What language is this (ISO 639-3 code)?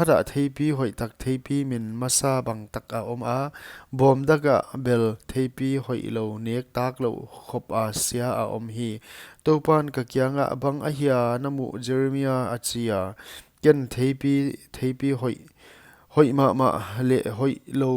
pck